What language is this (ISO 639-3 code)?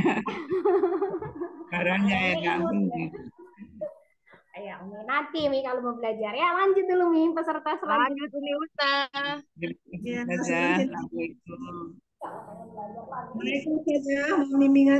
ind